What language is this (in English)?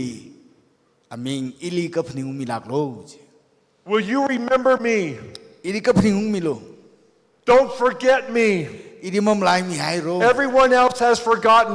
Tangkhul Naga (India)